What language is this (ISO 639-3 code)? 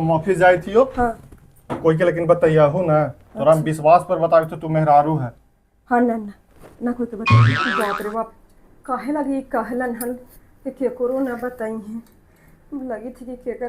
mag